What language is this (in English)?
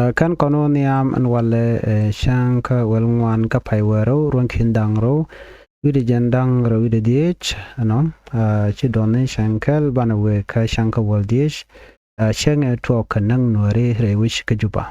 Nuer